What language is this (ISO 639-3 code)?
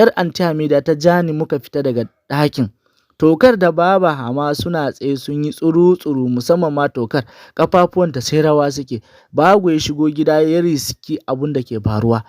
hau